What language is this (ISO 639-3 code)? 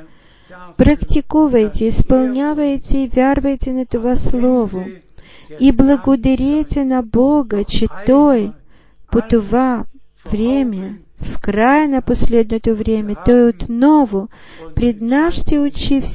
bul